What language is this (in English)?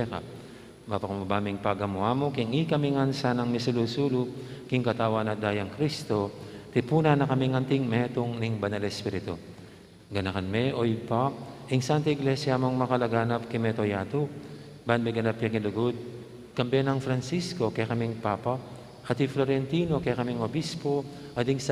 Pampanga